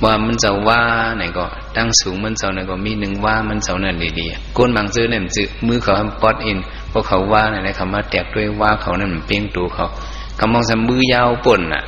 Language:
Shan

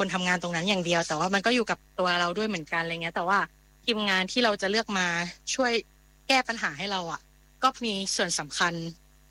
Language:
Thai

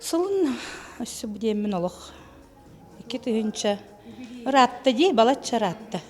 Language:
Yakut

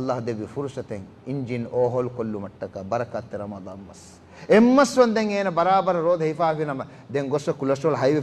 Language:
Divehi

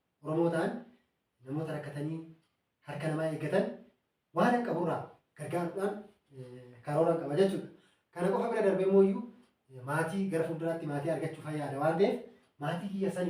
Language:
Oromo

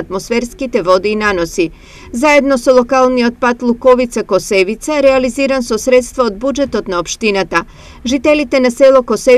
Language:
Macedonian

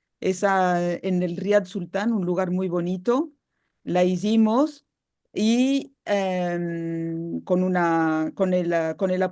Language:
Ladino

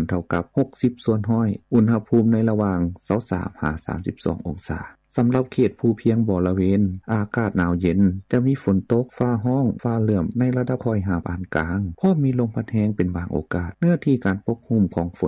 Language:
Lao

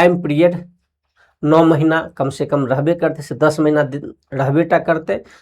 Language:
Maithili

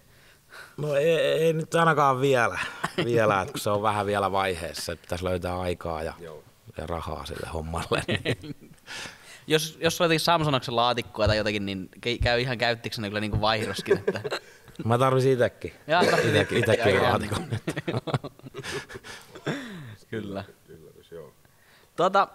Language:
Finnish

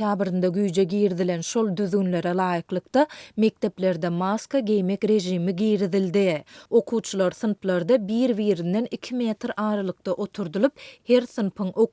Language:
Turkmen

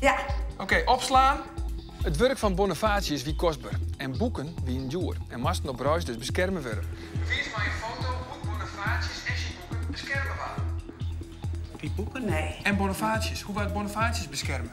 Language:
Western Frisian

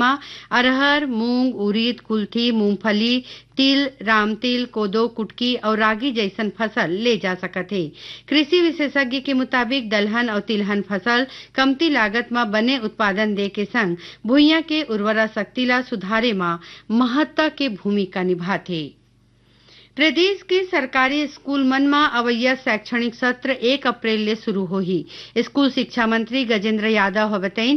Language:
Chhattisgarhi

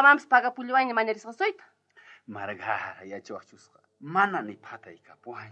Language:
South Bolivian Quechua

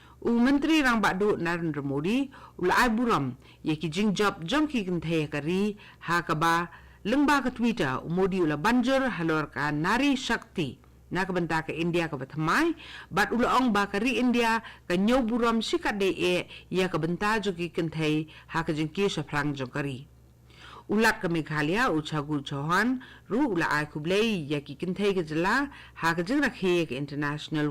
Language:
Khasi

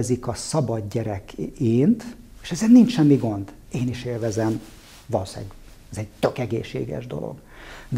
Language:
Hungarian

